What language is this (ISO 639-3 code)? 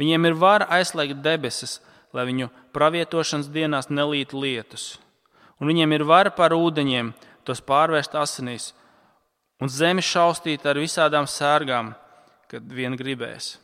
lav